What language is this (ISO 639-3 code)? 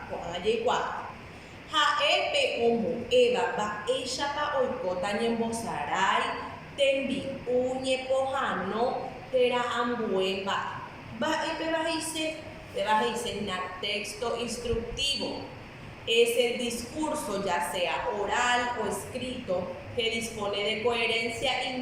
grn